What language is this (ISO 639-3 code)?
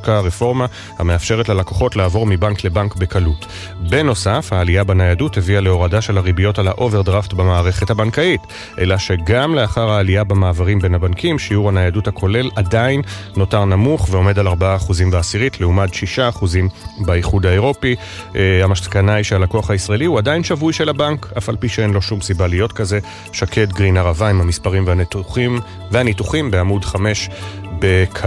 heb